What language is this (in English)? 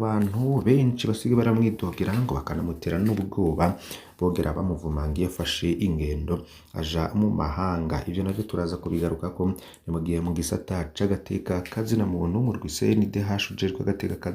Rundi